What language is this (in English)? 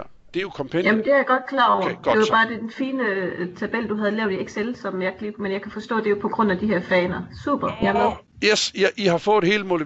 Danish